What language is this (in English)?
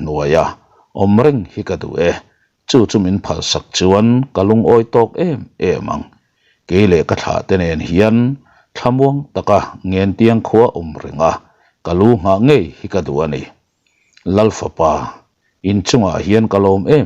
Mizo